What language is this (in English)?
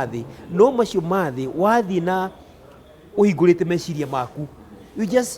Kikuyu